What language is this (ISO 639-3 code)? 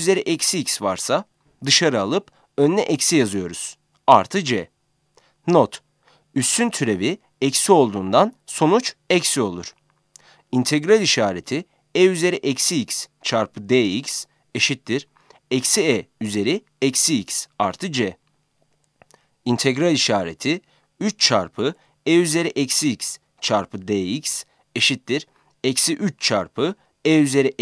tur